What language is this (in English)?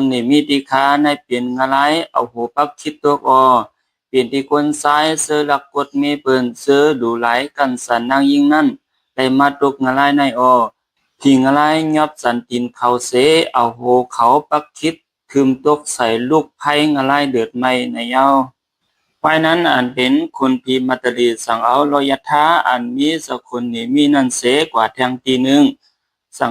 Shan